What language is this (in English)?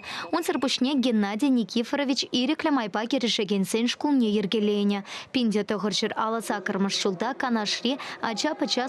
Chuvash